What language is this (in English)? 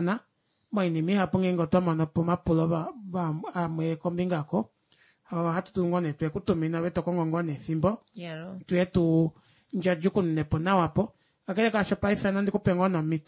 Kuanyama